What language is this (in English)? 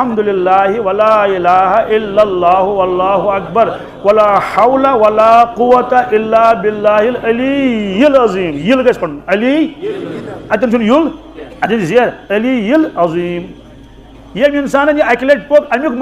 Kashmiri